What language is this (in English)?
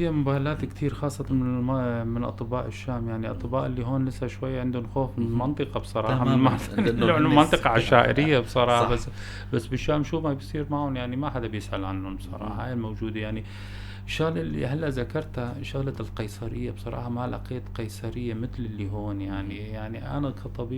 North Levantine Arabic